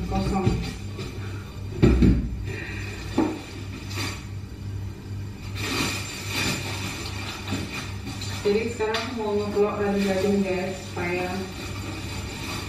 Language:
Indonesian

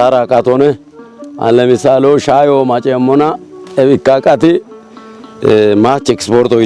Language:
Kafa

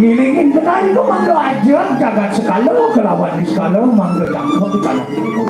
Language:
Balinese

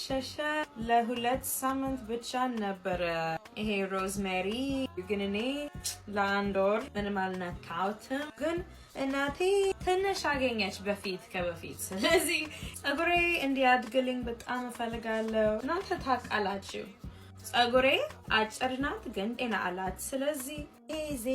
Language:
Amharic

